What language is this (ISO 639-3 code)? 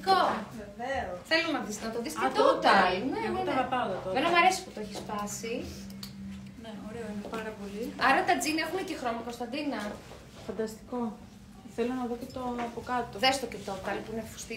ell